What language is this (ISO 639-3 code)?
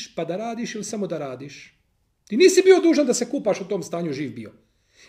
bos